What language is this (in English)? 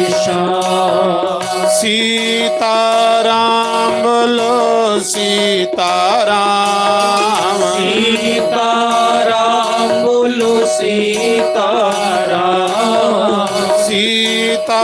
Dogri